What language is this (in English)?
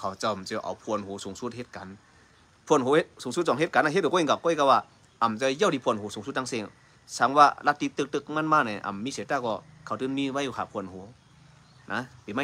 Shan